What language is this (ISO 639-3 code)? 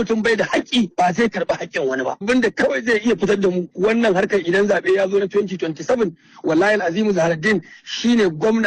hau